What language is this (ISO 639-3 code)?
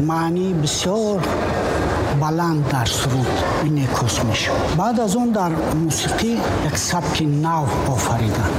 tgk